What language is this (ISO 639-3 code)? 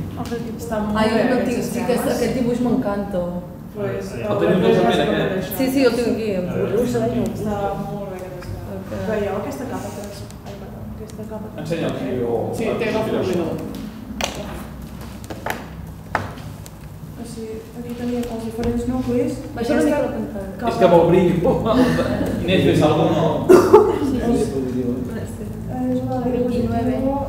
cat